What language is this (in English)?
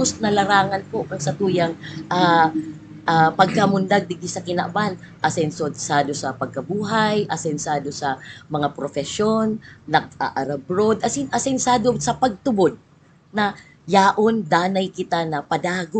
Bikol